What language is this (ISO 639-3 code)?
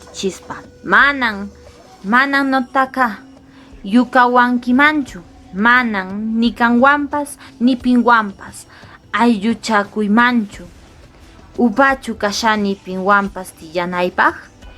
que